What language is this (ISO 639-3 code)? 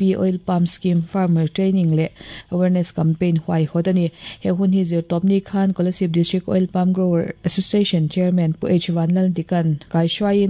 lus